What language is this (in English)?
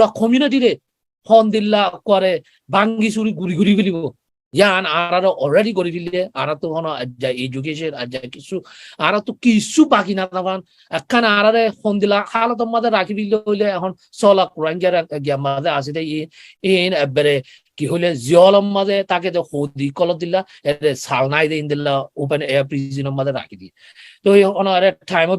Rohingya